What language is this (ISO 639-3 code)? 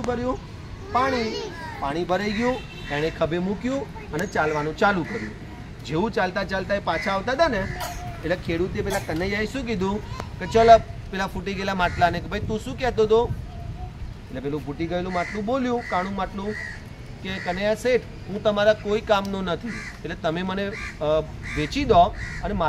guj